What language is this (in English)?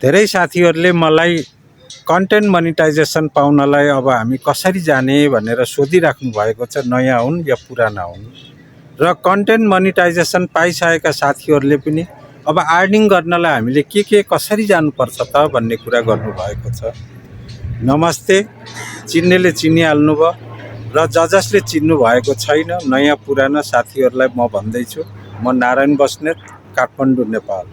Nepali